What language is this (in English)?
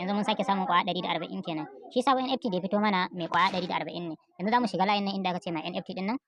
Hausa